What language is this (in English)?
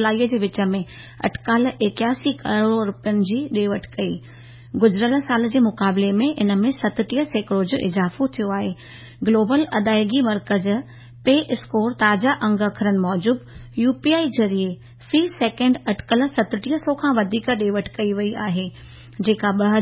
Sindhi